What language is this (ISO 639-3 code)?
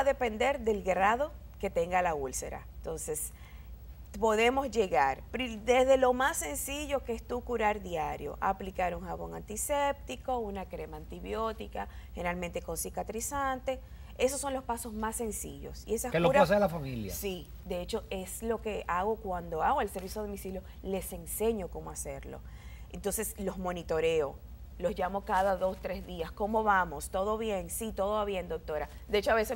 spa